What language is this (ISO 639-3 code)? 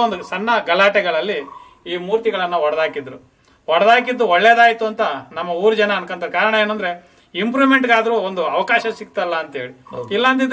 kan